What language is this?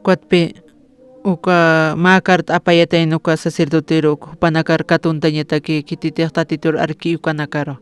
Aymara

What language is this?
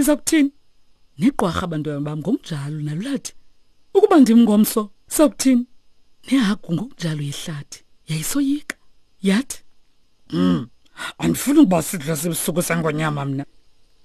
Xhosa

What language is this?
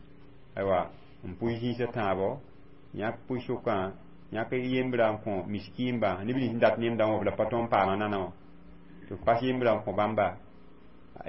Mossi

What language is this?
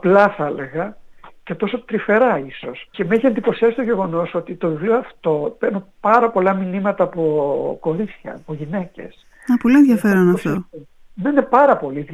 Greek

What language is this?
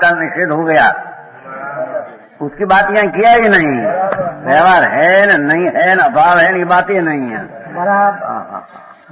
Hindi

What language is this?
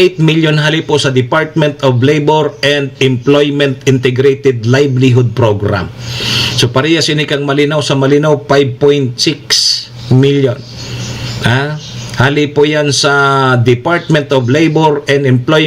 Bikol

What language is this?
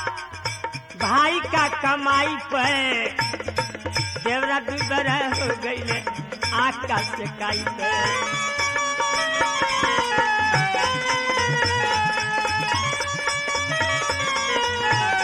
Bhojpuri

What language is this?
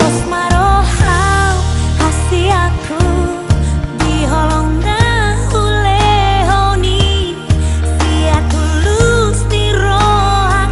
Batak Toba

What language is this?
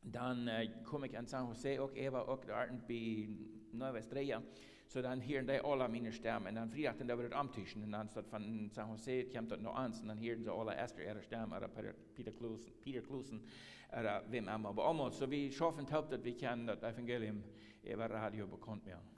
Plautdietsch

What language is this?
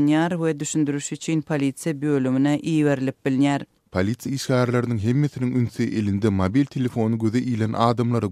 Turkmen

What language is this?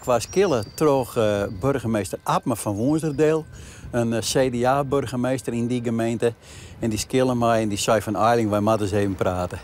Western Frisian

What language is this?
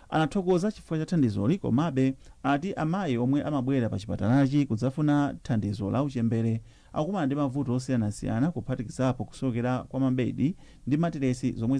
Nyanja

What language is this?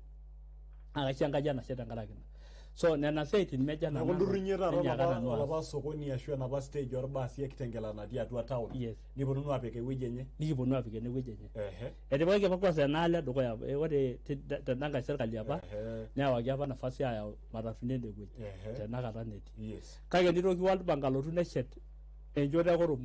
Masai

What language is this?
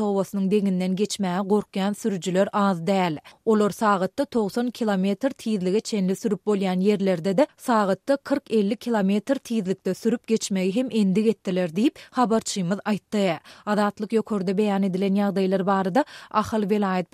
Kyrgyz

